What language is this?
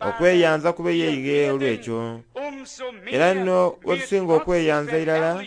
Soga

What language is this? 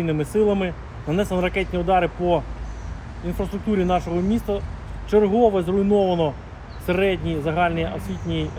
Ukrainian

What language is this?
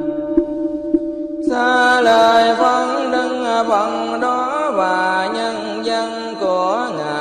Vietnamese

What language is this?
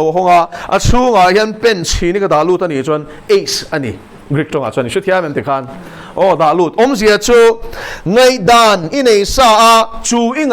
Mizo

